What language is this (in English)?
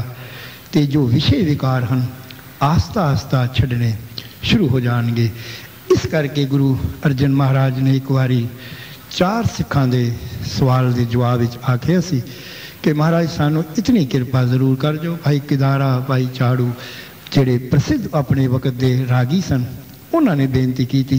Punjabi